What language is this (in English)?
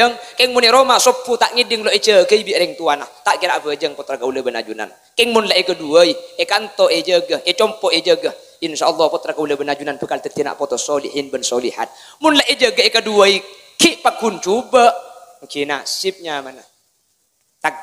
Madurese